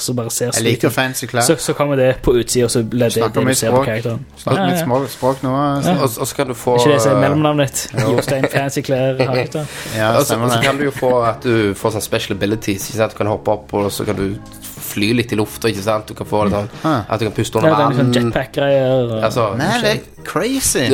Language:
Norwegian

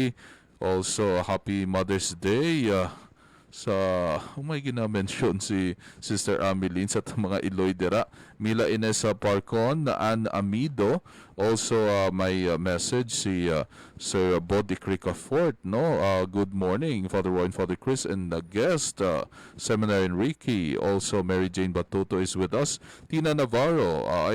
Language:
Hiligaynon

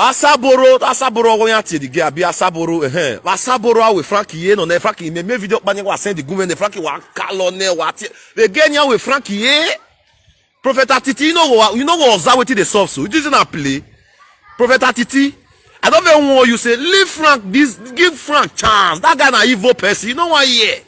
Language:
Nigerian Pidgin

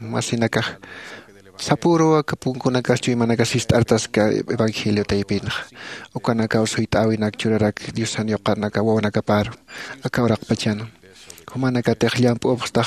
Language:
Aymara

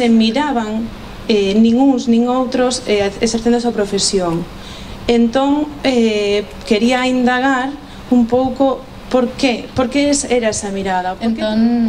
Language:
Galician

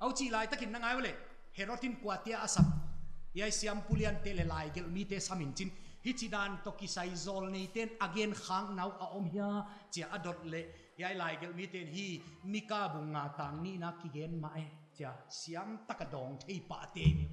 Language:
Paite Chin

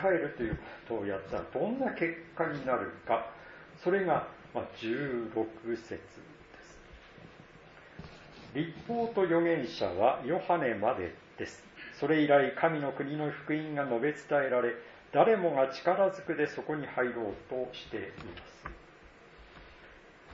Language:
Japanese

